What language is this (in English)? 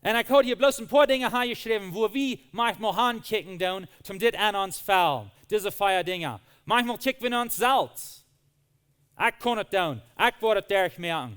Plautdietsch